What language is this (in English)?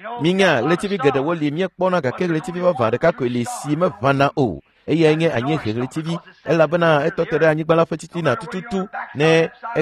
Ewe